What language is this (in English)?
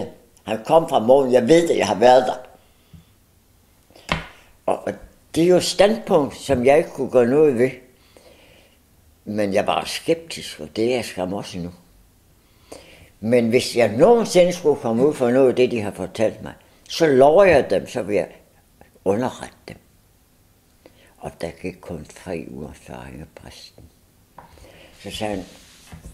Danish